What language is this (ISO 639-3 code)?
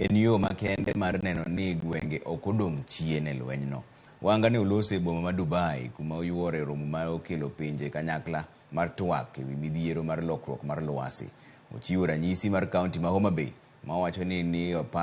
luo